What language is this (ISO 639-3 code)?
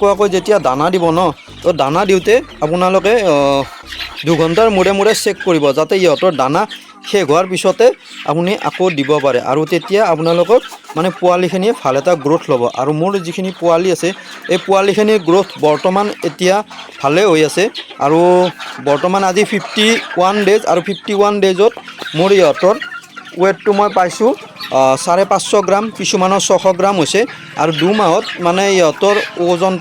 asm